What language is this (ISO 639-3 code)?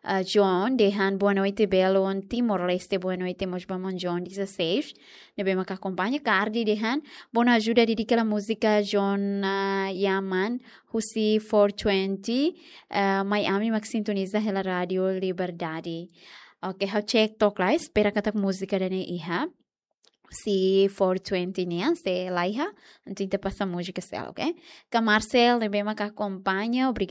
tet